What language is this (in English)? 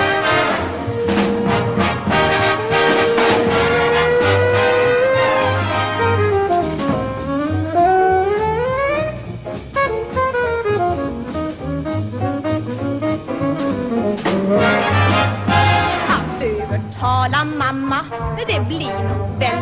Swedish